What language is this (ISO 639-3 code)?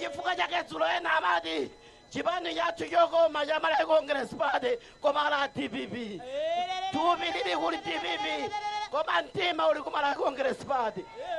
nya